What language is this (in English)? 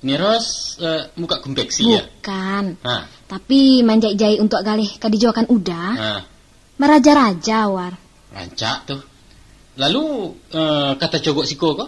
Minangkabau